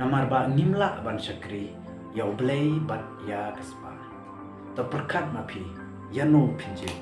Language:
Khasi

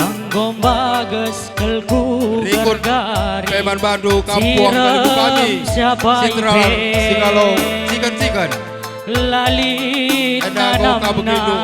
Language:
Batak Karo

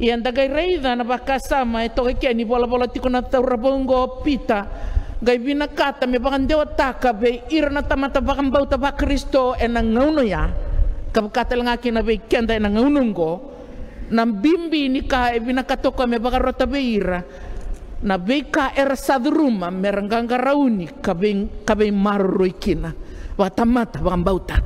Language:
Fijian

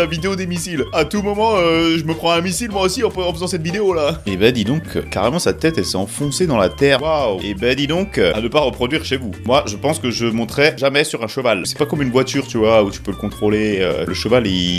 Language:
French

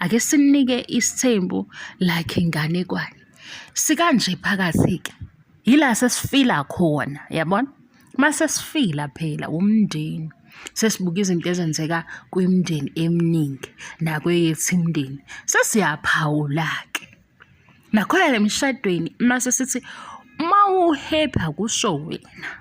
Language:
Zulu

